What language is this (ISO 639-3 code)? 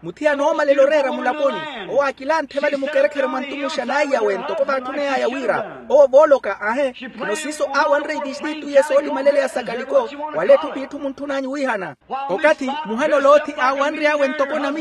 vmw